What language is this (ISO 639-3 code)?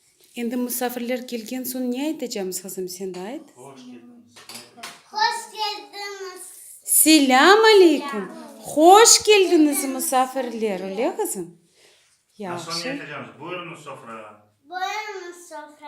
crh